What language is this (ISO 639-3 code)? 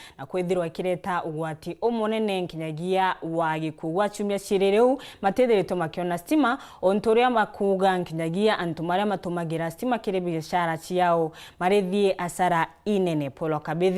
mer